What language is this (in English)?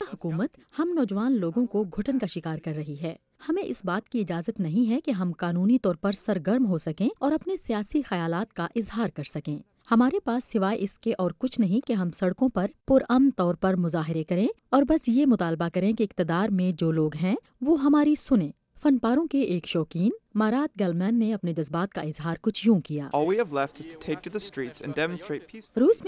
Urdu